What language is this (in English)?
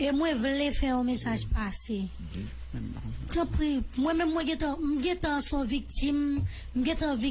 Haitian Creole